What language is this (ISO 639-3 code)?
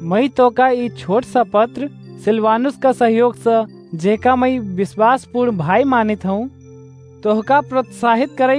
awa